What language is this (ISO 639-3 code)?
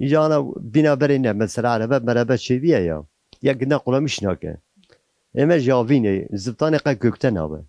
kur